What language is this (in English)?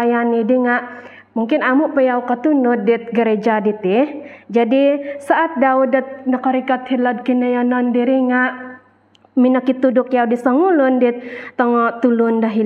Central Dusun